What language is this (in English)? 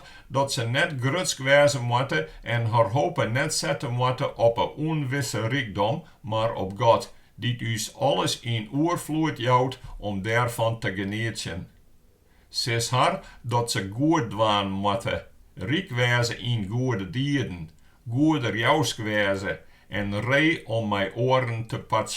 Western Frisian